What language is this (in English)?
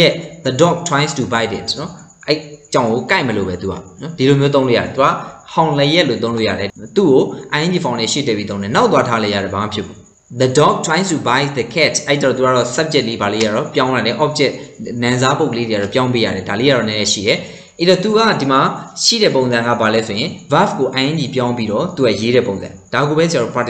Burmese